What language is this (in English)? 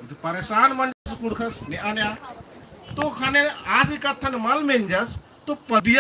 Kurukh